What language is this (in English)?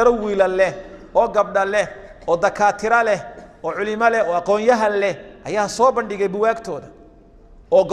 Somali